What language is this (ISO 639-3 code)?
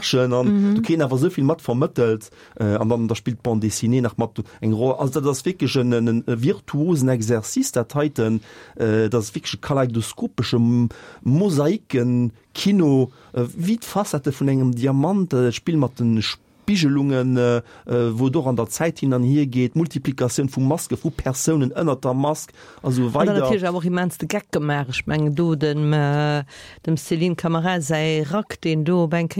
ltz